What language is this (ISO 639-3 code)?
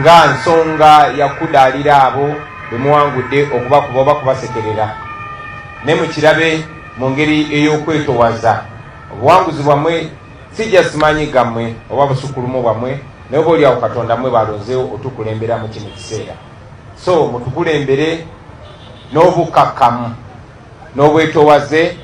lug